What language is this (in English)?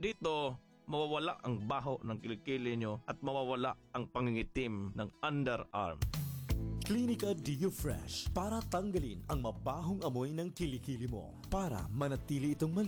Filipino